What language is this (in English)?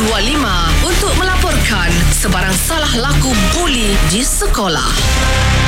Malay